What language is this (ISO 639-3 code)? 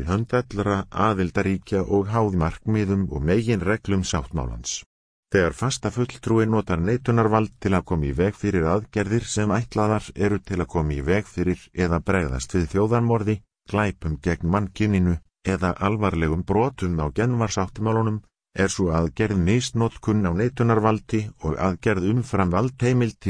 isl